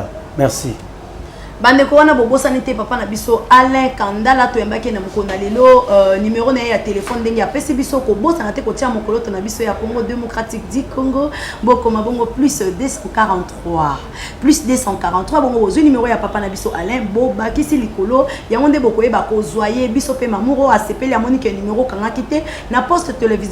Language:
Lingala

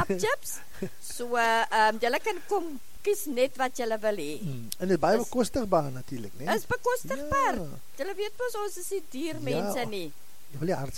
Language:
Afrikaans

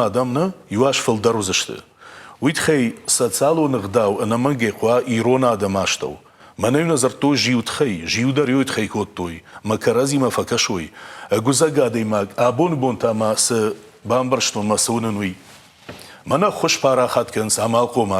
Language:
Ossetic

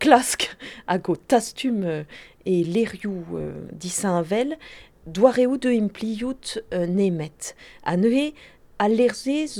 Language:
Breton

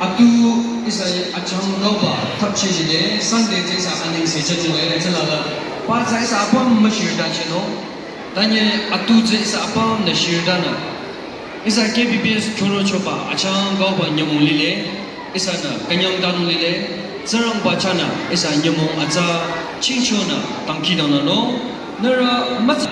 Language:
Naga Pidgin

